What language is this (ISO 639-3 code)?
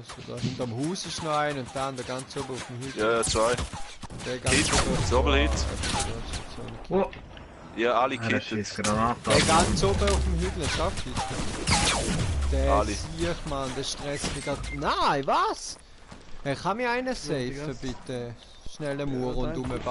gsw